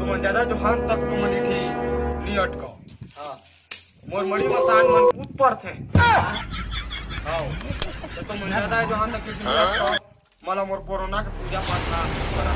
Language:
Chhattisgarhi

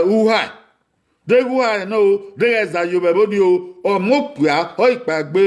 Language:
Bini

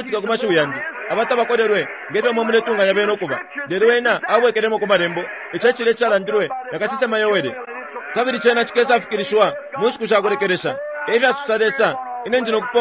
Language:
Bemba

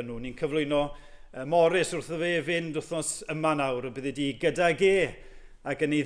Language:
Welsh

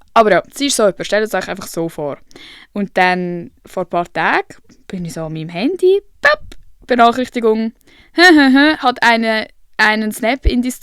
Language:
Swiss German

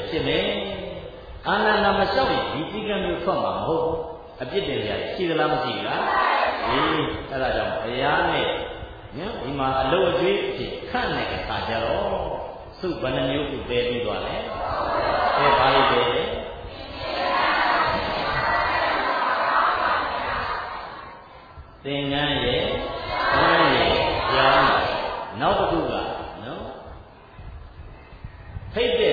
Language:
Burmese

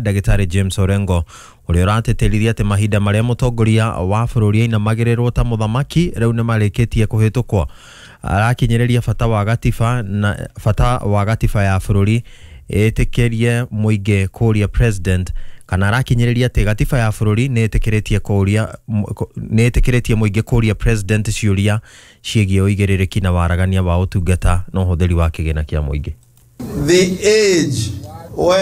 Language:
Kikuyu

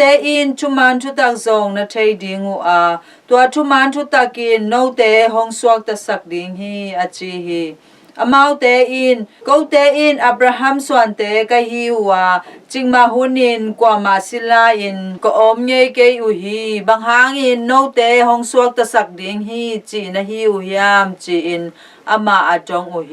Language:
Tedim Chin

